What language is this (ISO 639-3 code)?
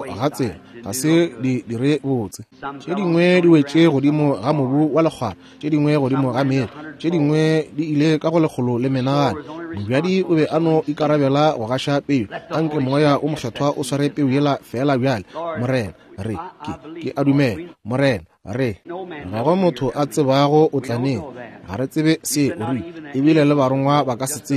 nso